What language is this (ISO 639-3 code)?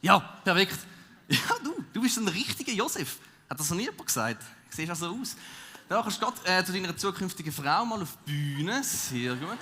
gsw